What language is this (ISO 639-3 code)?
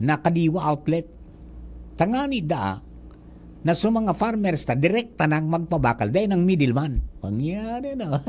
bik